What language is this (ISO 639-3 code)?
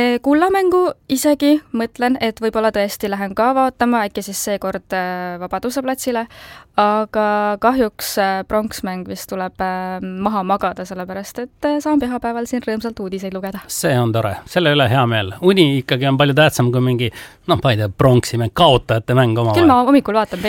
est